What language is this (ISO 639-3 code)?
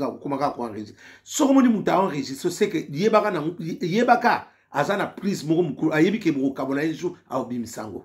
lin